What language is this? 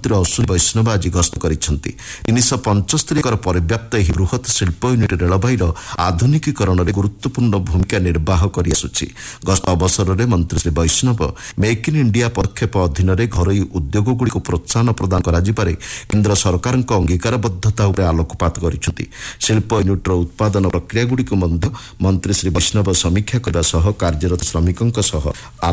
Odia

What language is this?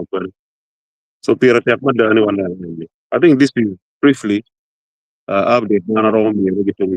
Acoli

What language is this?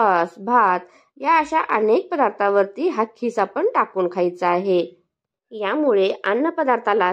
Marathi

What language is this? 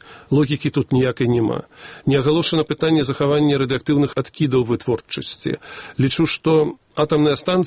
Belarusian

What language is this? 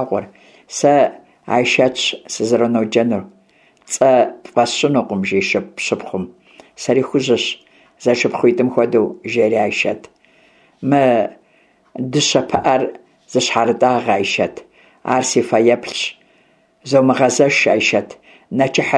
Kabardian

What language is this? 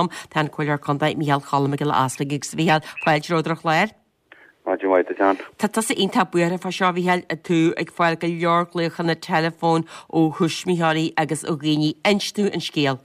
Irish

